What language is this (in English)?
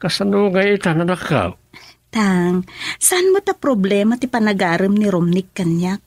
Iloko